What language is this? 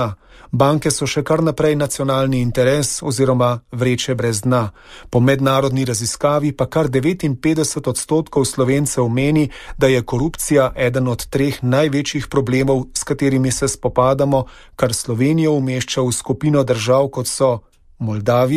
Slovenian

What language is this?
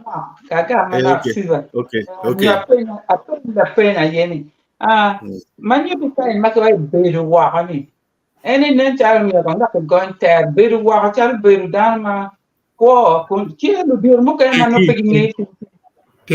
Acoli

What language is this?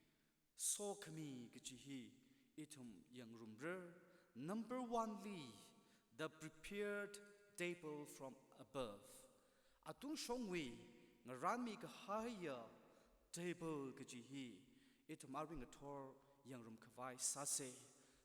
Tangkhul Naga (India)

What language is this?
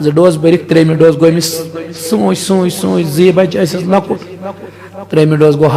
Kashmiri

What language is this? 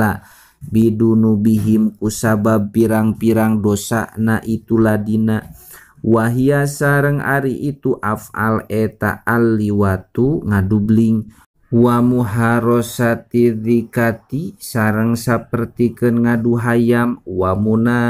Sundanese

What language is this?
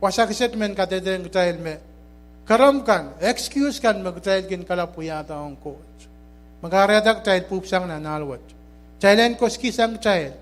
Pohnpeian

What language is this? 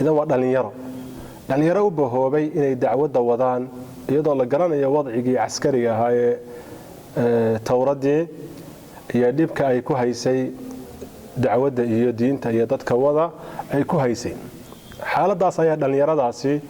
Somali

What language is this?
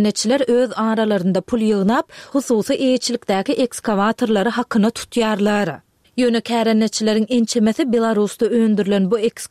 Turkmen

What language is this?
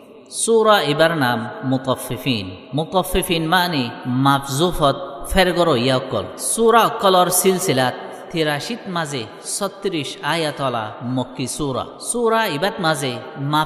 Rohingya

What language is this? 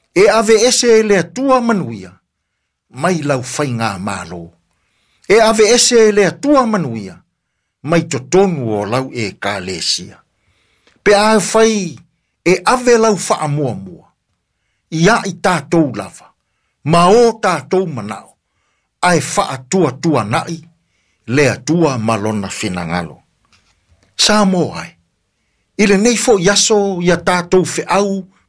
Samoan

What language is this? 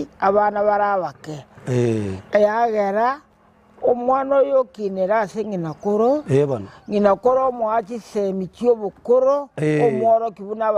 Gusii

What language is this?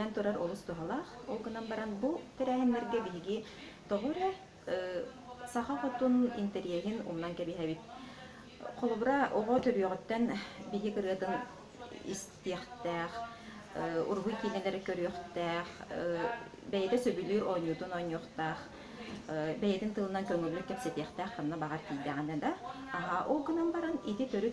Yakut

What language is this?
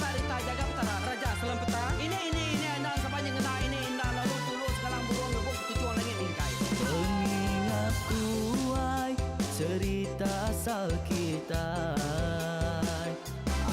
Iban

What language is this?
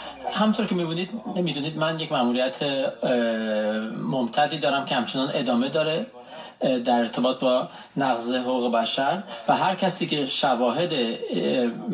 Persian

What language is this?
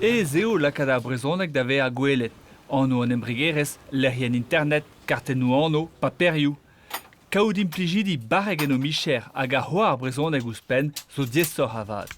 Breton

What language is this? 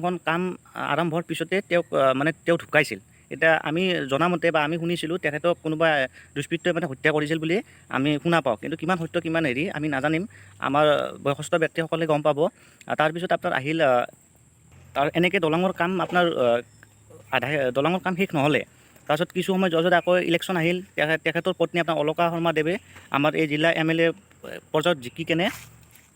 Assamese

